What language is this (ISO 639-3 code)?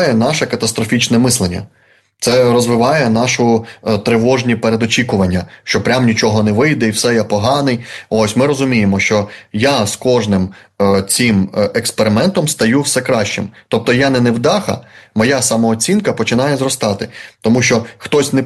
ukr